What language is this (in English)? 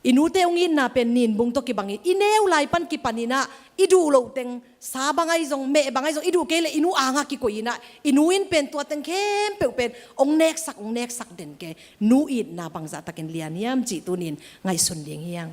Tedim Chin